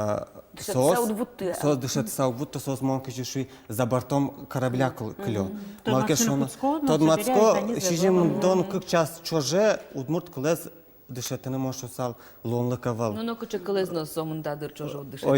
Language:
Udmurt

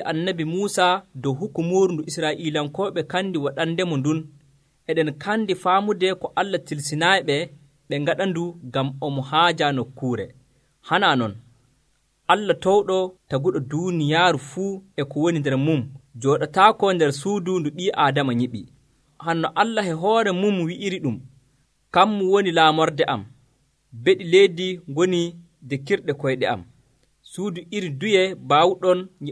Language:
Nigerian Fulfulde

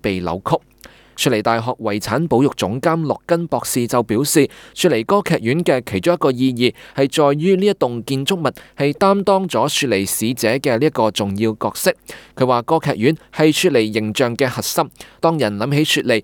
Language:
Cantonese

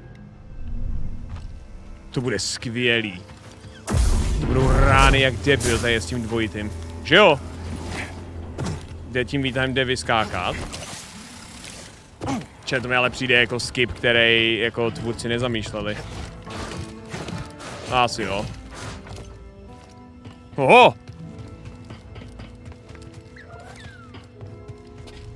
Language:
Czech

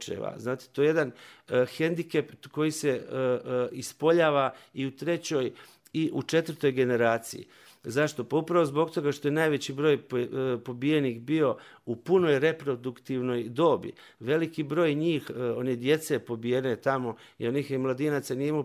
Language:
Bosnian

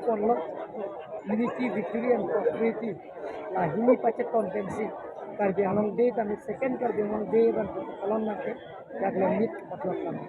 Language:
Karbi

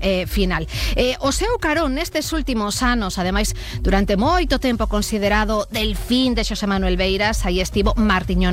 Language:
Galician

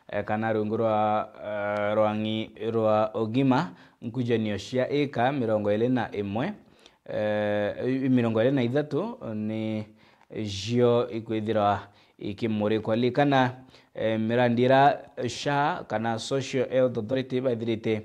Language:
Meru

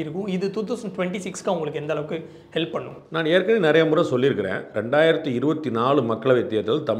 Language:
Tamil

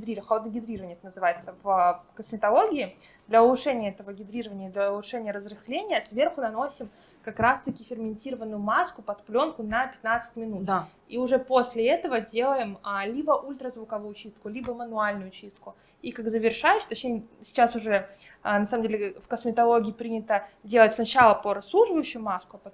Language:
Russian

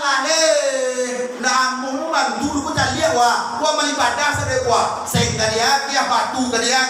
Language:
Minangkabau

